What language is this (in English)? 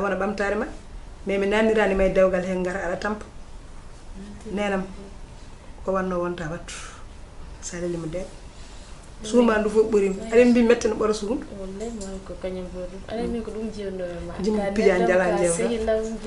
Fula